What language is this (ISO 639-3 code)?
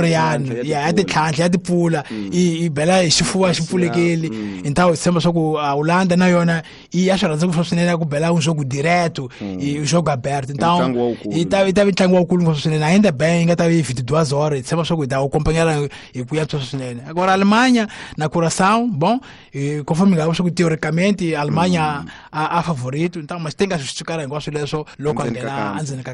tso